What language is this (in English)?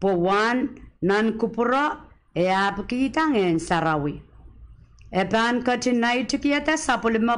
Pohnpeian